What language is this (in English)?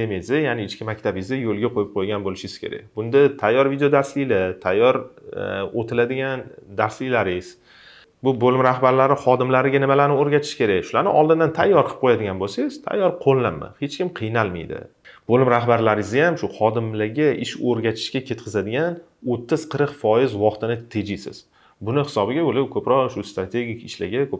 Uzbek